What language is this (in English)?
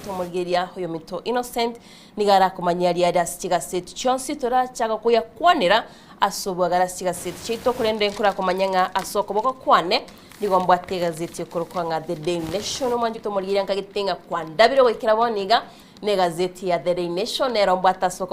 Gusii